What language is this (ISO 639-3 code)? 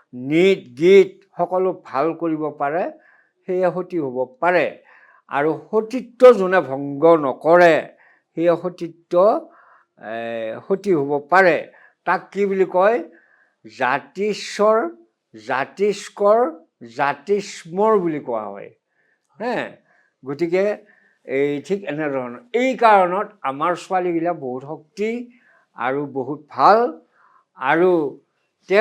asm